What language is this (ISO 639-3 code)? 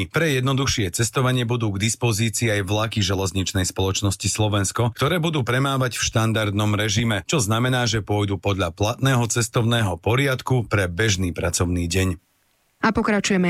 slk